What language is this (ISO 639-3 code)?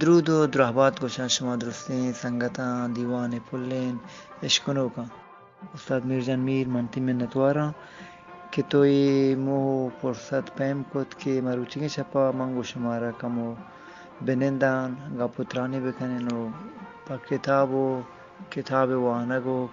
bgp